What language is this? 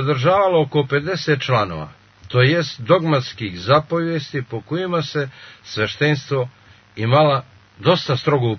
Serbian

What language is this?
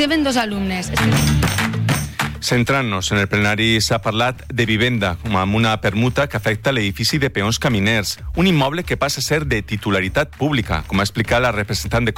Catalan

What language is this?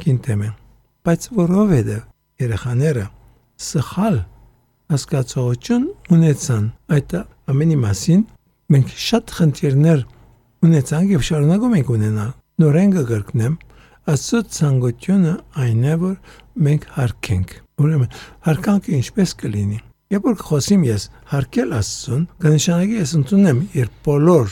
Armenian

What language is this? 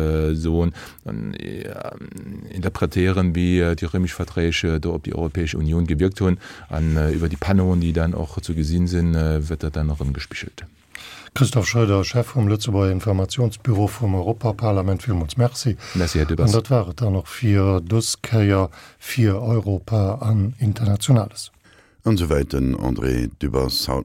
Luxembourgish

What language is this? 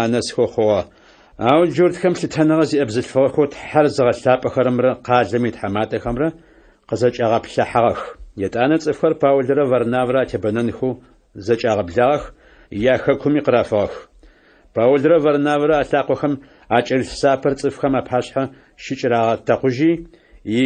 Adyghe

